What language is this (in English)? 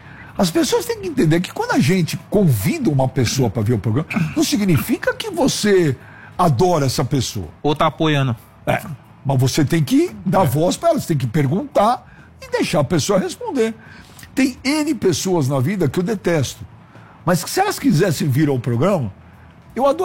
Portuguese